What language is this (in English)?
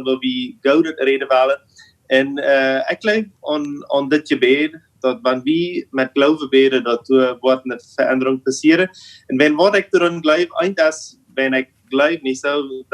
Plautdietsch